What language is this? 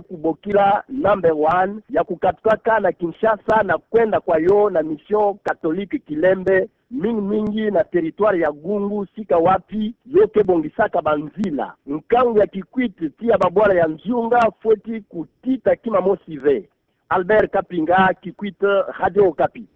Kituba (Democratic Republic of Congo)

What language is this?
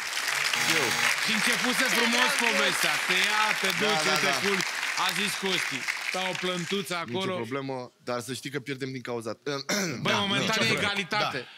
Romanian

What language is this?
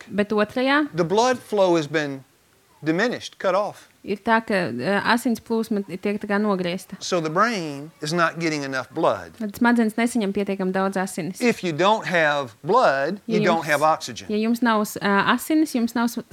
Latvian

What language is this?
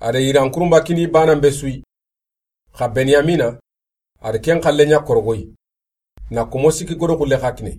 Soninke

